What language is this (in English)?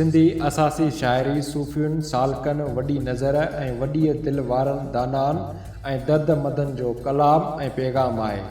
Sindhi